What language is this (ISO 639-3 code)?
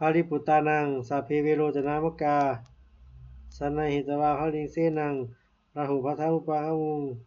pli